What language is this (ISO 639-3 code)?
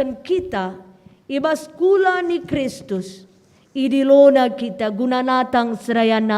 btx